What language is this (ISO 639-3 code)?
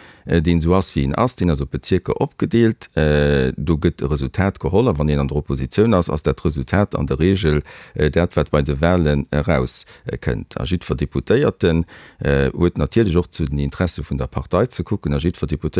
ltz